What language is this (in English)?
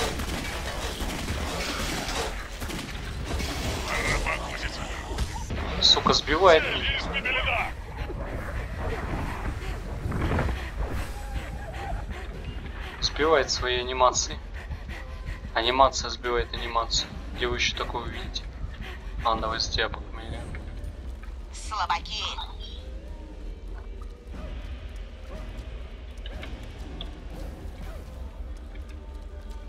Russian